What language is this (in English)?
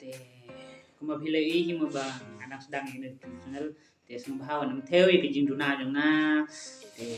Khasi